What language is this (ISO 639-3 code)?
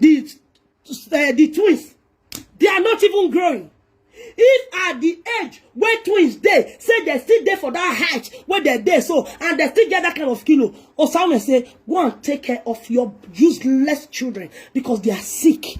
pcm